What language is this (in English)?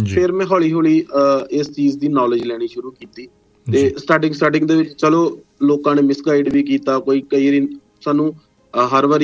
Punjabi